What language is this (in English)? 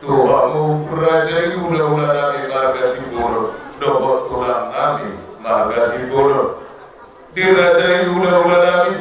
Batak Toba